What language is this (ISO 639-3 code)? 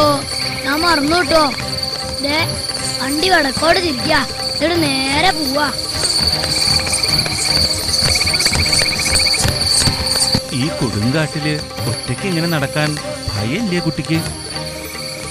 mal